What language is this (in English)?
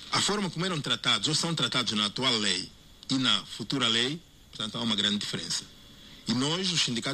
Portuguese